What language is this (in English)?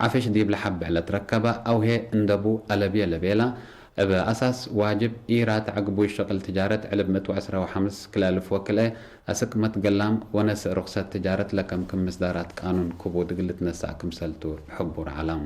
Tigre